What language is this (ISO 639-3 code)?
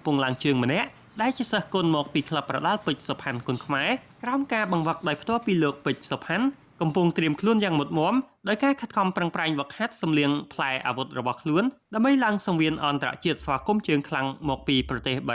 khm